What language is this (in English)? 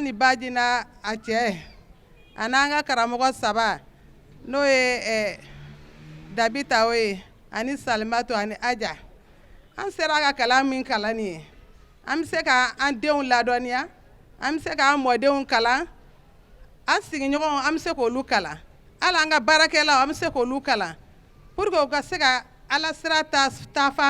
Bambara